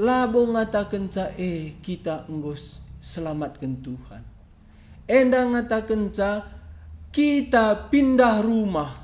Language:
Batak Karo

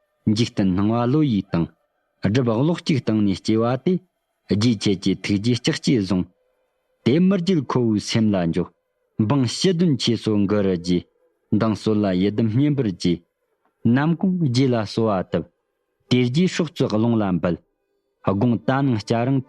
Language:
Tibetan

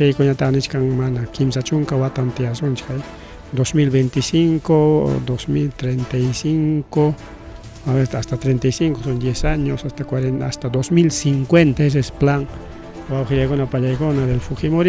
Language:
Ayacucho Quechua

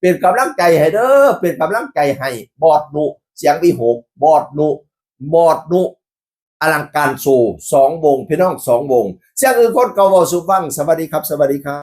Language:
Northeastern Thai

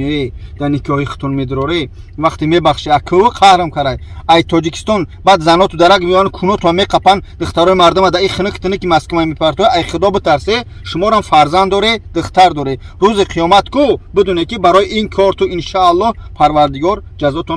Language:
Tajik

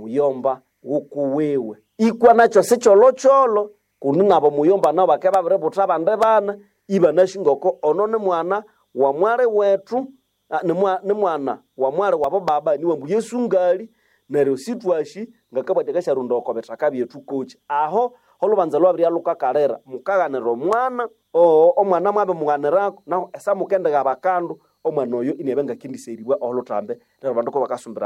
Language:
Nande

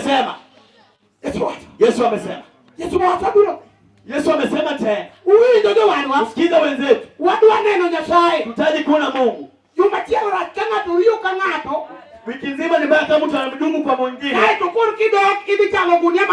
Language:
Luo (Kenya and Tanzania)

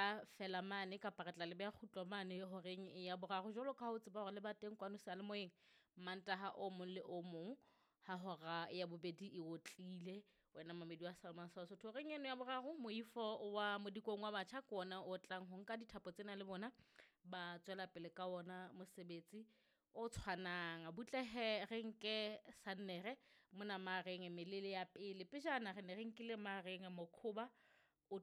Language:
Southern Sotho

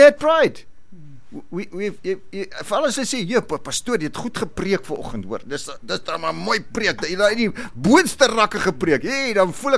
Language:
Afrikaans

